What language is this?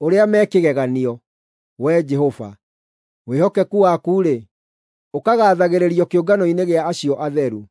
Kikuyu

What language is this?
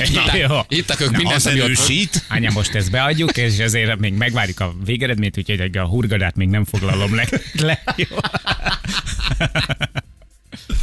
Hungarian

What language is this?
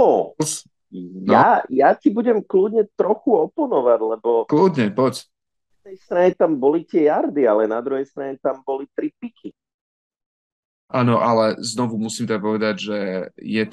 Slovak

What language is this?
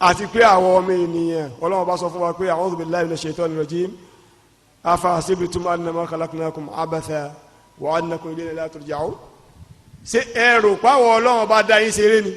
Yoruba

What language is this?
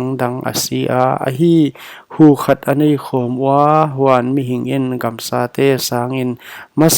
Paite Chin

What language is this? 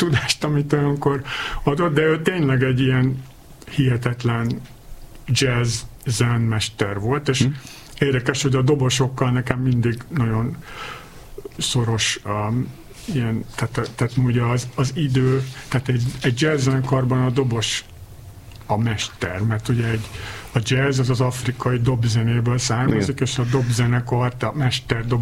Hungarian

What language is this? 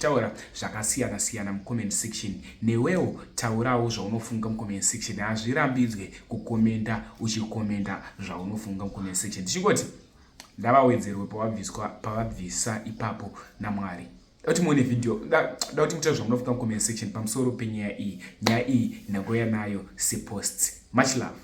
Shona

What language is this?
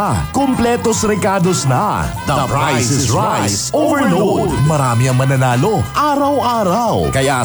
Filipino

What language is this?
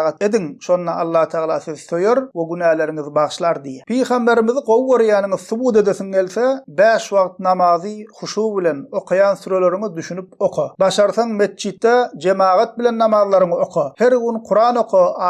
Turkmen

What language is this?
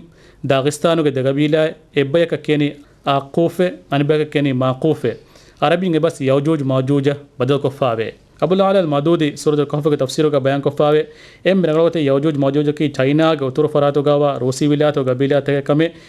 Divehi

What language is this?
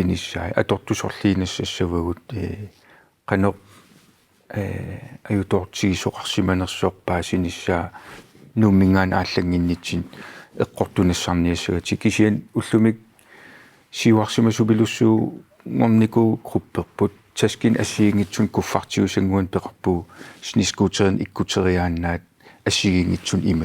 Kalaallisut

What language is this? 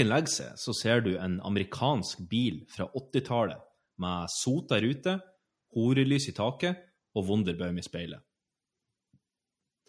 Norwegian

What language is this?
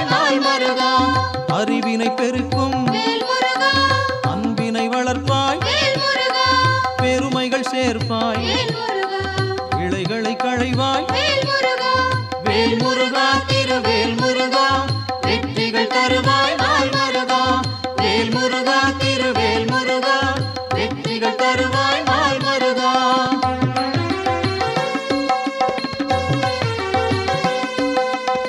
Tamil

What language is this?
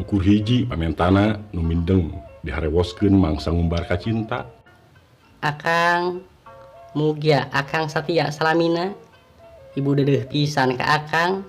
Sundanese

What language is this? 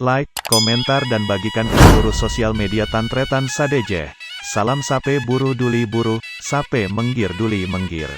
Madurese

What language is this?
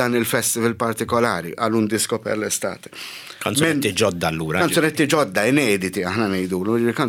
Maltese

